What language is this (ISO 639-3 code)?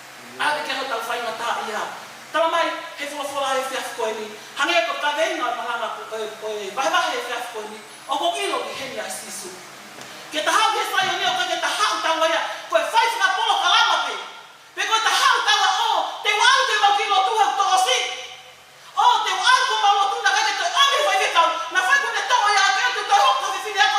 ton